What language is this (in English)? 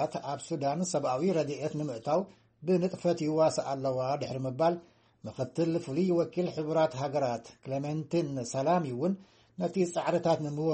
Tigrinya